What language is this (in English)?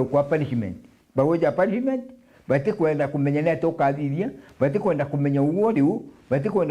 Meru